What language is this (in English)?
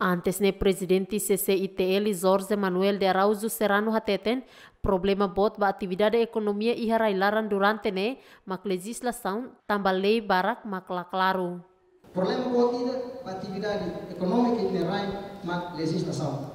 Tetum